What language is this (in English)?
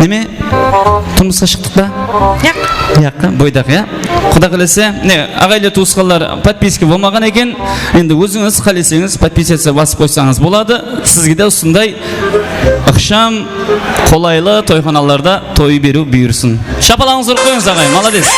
Kara-Kalpak